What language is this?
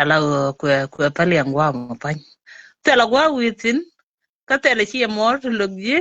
Nuer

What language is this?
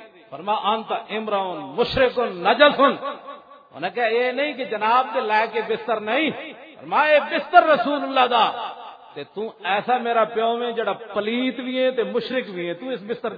Western Panjabi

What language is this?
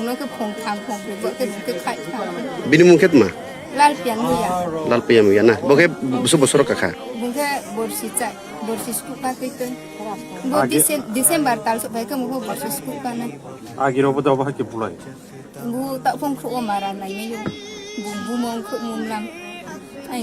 Kok Borok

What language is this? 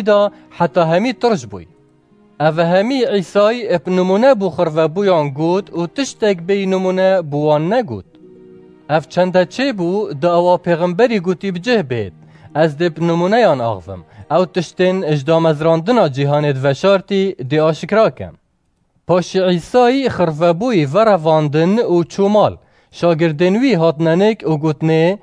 Kurdish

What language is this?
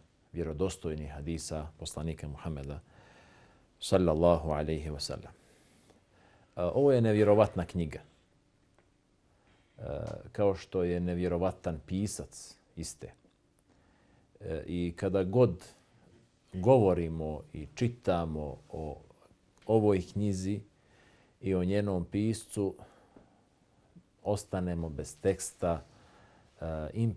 Bosnian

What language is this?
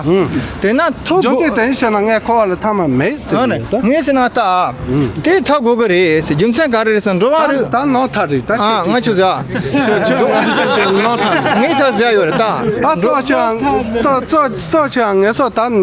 Tibetan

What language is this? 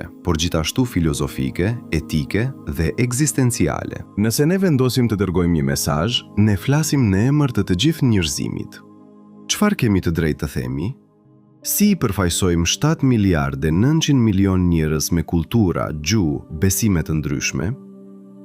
Albanian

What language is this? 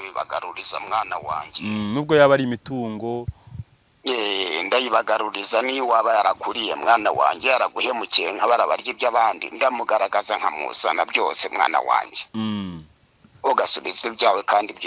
Kinyarwanda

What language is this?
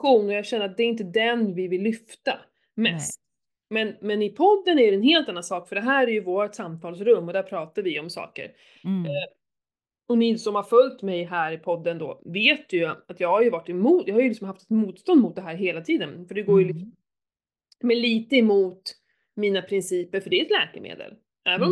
Swedish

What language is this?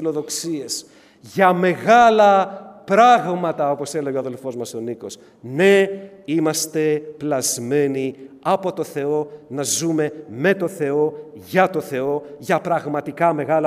Greek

